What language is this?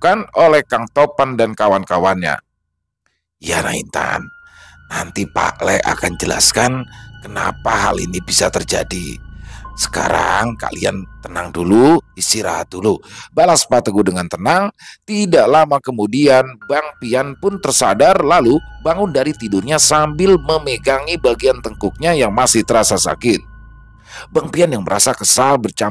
Indonesian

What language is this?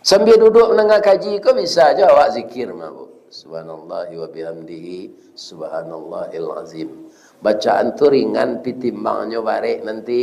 Minangkabau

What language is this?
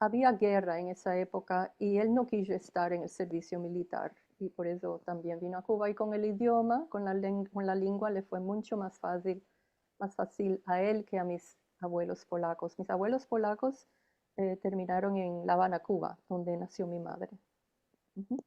Ladino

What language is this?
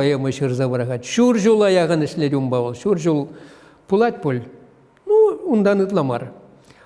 Chuvash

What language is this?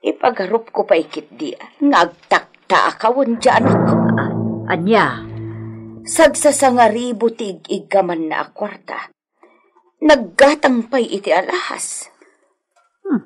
Iloko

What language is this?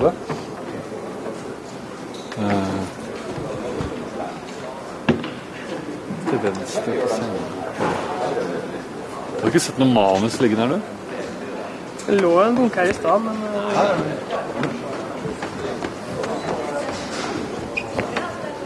Norwegian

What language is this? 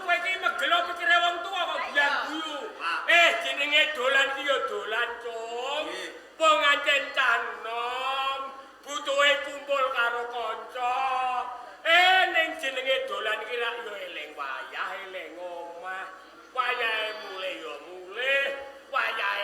Javanese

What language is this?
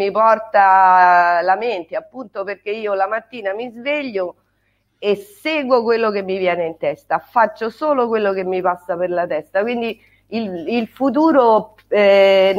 Italian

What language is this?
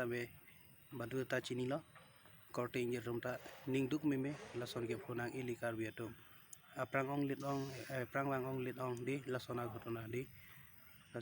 Karbi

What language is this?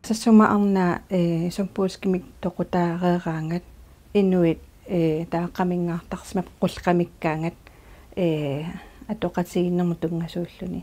Kalaallisut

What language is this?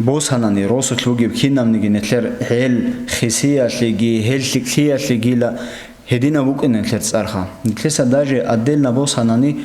Avaric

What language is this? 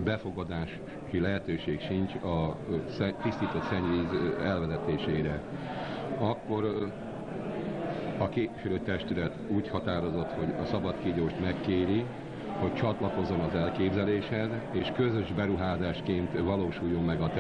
Hungarian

